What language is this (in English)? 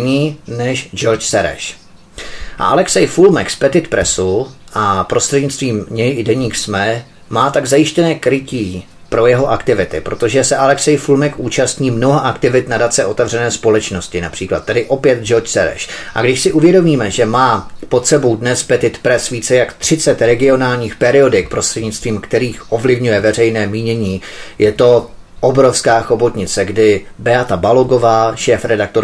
Czech